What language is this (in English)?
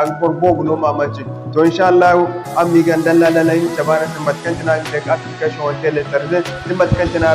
Zarma